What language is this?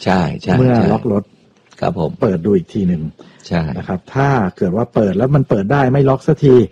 Thai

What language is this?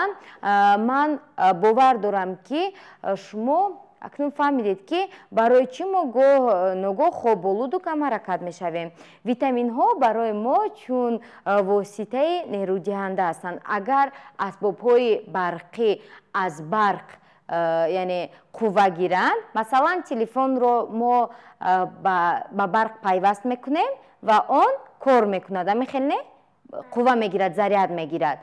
Tajik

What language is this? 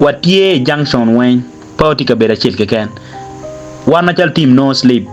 Acoli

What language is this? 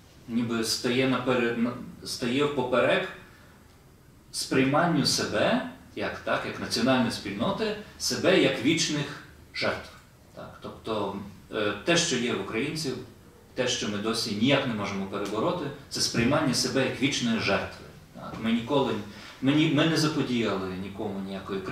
Ukrainian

